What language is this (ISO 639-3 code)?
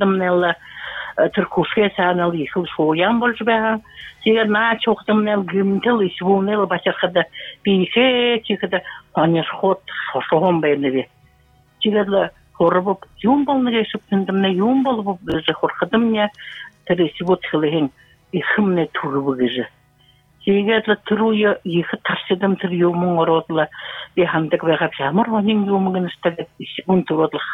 bua